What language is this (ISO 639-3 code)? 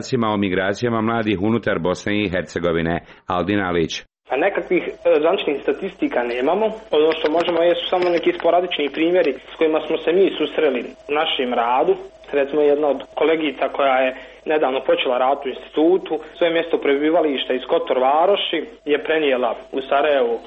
srp